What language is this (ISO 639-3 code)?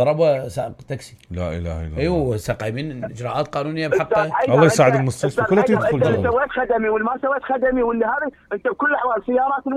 acm